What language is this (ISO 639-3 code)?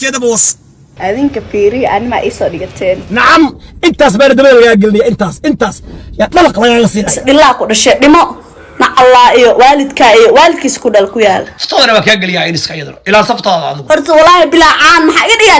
som